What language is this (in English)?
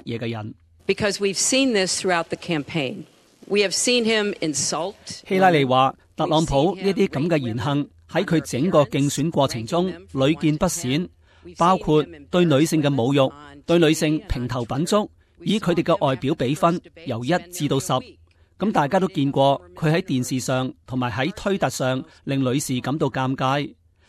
Cantonese